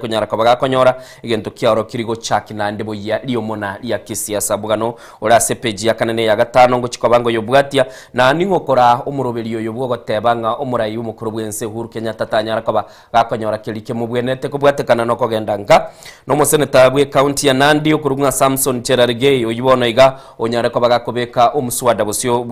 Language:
Gusii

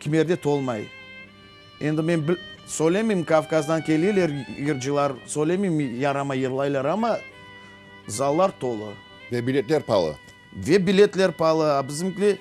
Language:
Crimean Tatar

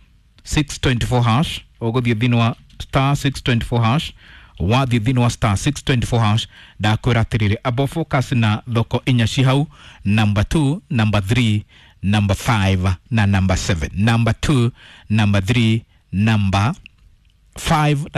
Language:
Kikuyu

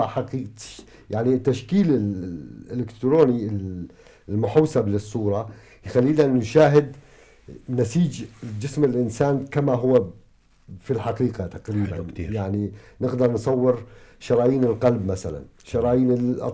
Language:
North Levantine Arabic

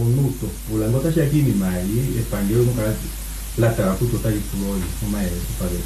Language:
Kuanyama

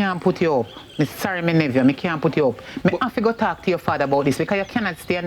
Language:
Jamaican Creole English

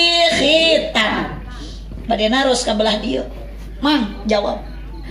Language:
Sundanese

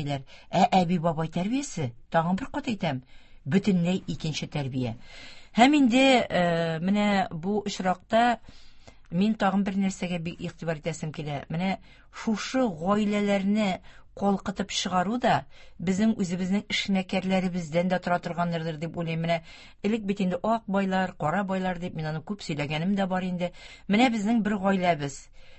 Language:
Tatar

